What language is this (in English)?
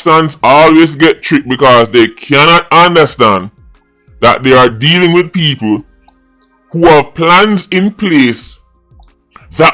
Jamaican Creole English